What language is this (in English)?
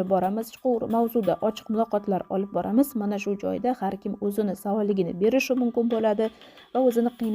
Uzbek